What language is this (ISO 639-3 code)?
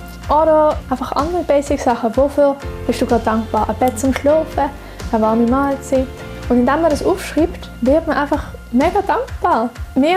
gsw